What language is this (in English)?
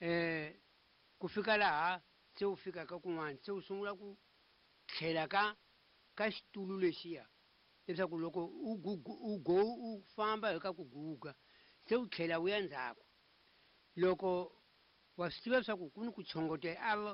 Tsonga